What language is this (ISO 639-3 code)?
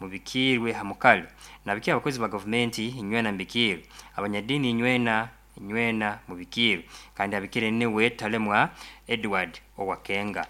nyo